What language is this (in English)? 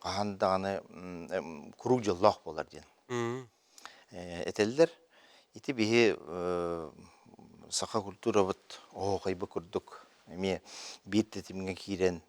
Yakut